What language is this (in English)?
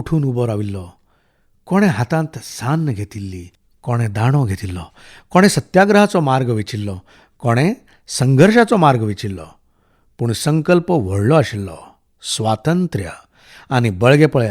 Konkani